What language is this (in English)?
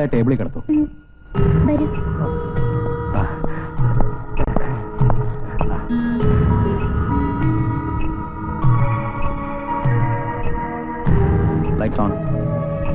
Malayalam